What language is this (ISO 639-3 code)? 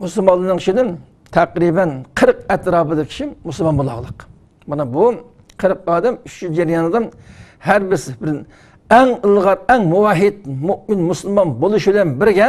uig